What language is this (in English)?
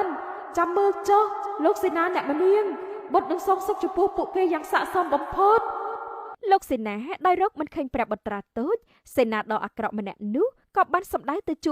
Khmer